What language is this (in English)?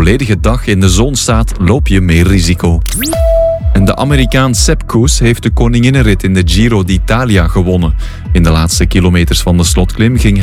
Dutch